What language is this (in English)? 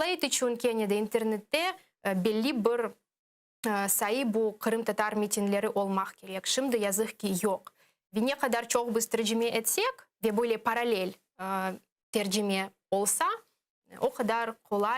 Crimean Tatar